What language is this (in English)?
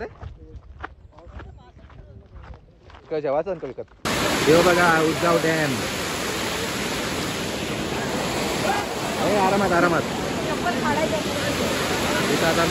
Marathi